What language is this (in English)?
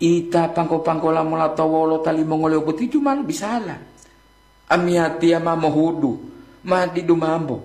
Gorontalo